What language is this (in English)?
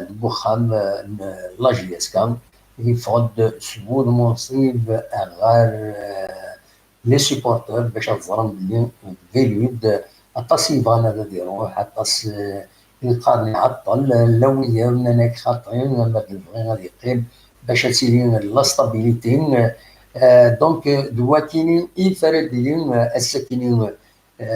Kabyle